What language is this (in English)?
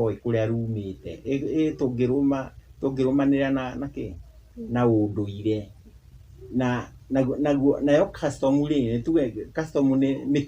Kikuyu